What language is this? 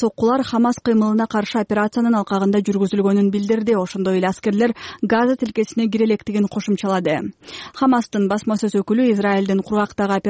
Kyrgyz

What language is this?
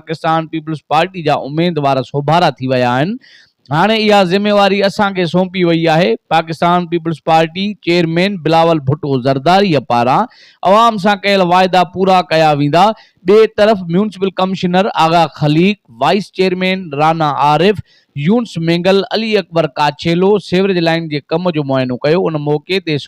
Sindhi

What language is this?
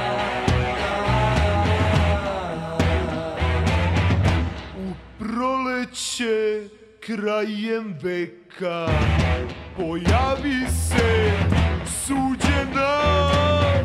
Serbian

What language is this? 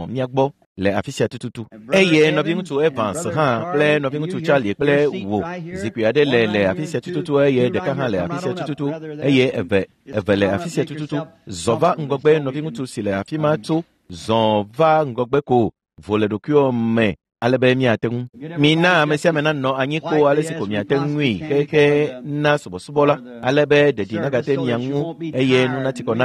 Ewe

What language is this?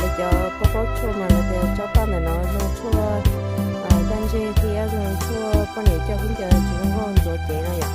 Hmong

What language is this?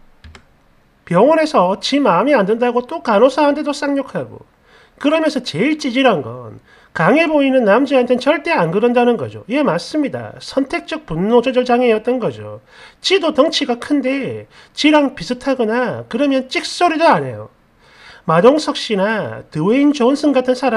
Korean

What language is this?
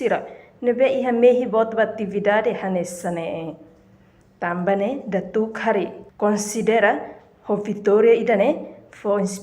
Tetum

